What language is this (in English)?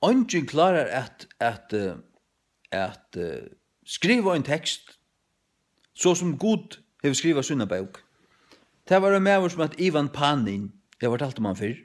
Faroese